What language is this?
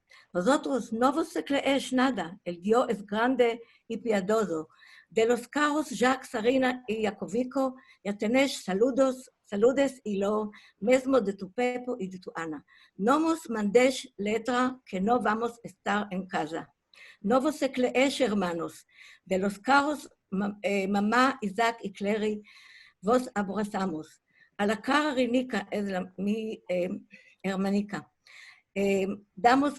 Ladino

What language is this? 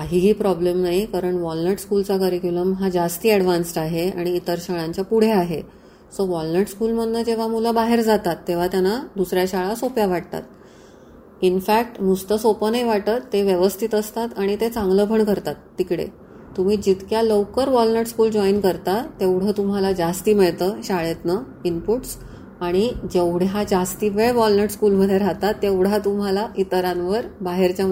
Marathi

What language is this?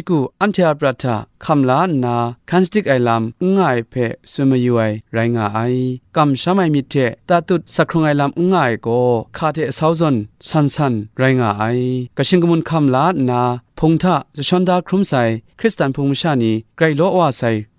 Kachin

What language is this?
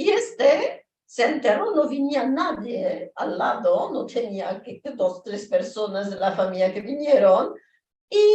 Ladino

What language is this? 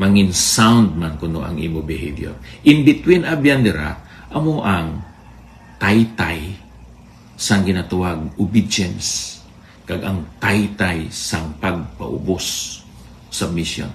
Hiligaynon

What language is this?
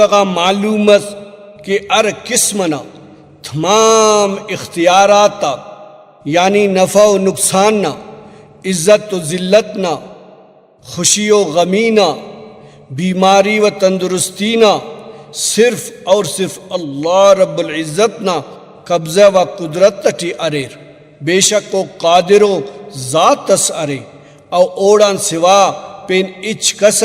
Brahui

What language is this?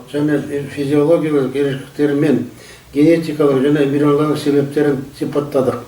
Kazakh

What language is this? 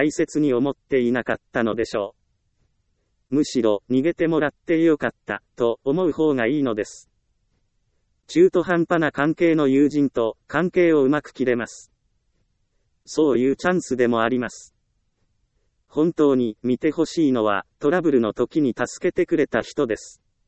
Japanese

